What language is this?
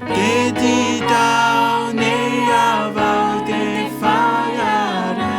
Tahitian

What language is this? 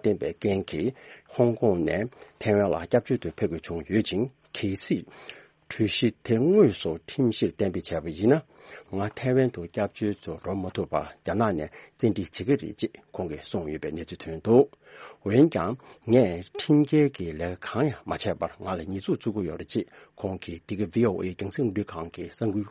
Tibetan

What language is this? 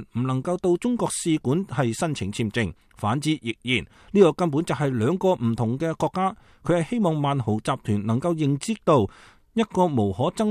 Cantonese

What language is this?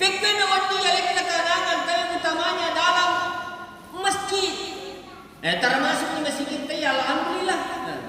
Buginese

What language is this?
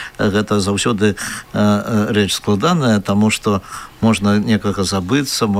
Belarusian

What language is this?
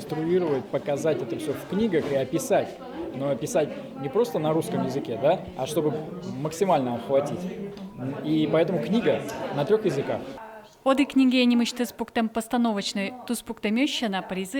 Udmurt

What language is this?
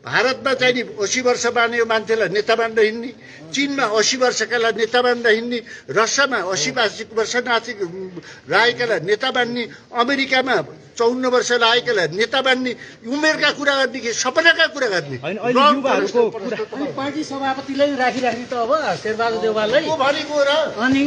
Nepali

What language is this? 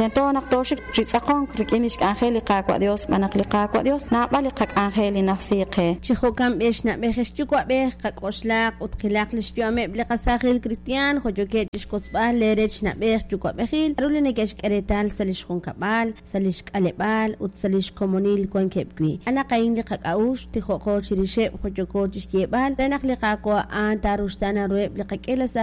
Kekchí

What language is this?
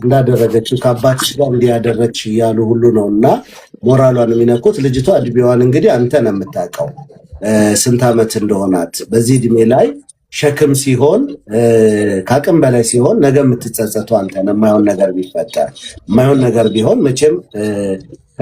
Amharic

